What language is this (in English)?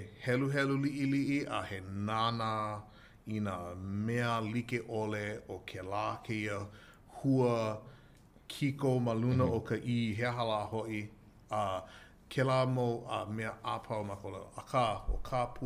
Hawaiian